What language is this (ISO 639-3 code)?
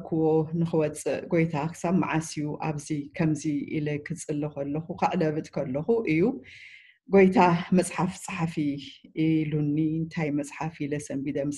tir